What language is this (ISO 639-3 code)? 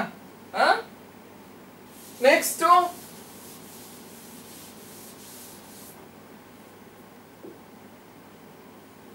kan